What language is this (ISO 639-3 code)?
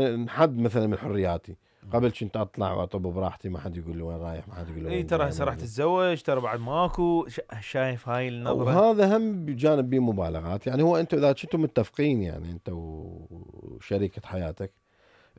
acm